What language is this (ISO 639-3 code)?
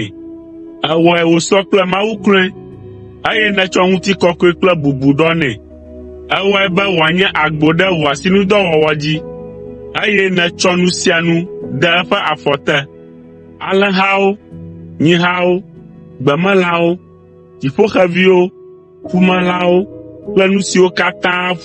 ewe